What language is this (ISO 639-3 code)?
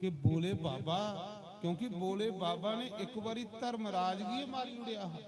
doi